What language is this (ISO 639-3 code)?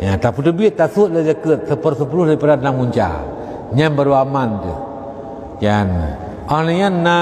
ace